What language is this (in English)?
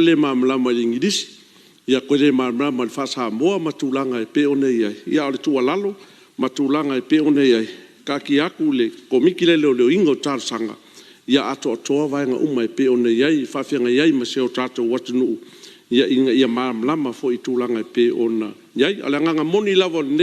Samoan